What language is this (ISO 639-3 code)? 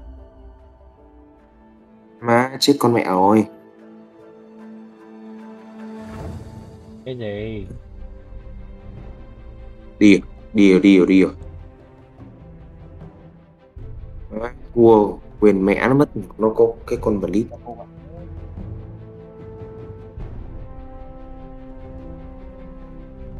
vie